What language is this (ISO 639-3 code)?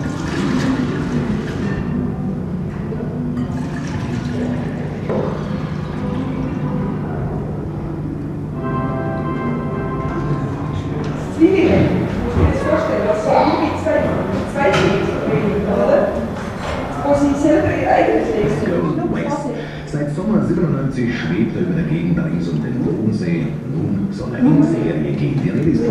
deu